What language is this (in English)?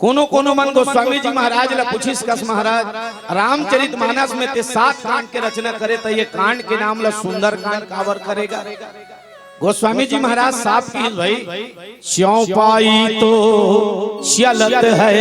Chhattisgarhi